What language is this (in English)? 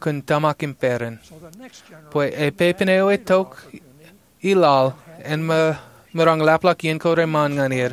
Marshallese